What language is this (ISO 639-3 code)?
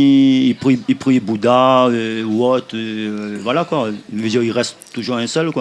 rcf